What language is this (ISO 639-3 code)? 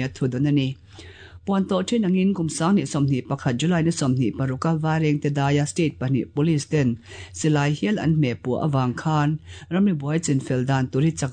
lus